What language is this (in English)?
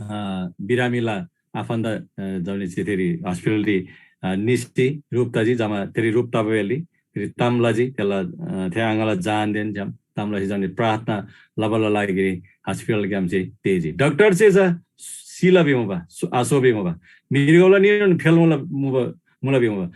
Eastern Tamang